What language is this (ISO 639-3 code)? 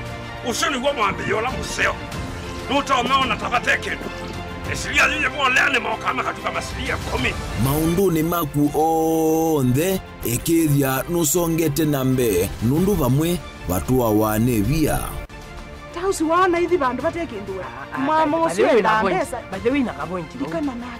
kam